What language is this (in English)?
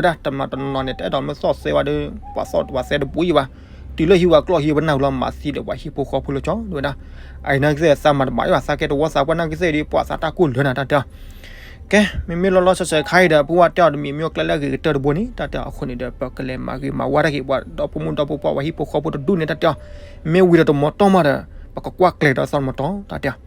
S'gaw Karen